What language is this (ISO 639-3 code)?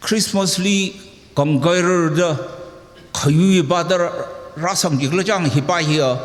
nmf